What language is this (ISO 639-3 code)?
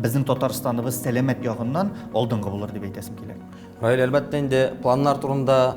tat